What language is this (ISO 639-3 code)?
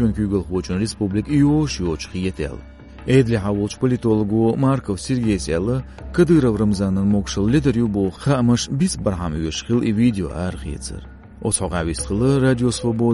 che